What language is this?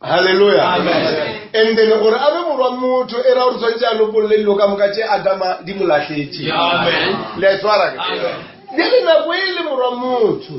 Northern Sotho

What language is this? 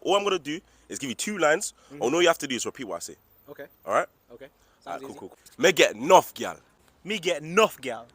Jamaican Creole English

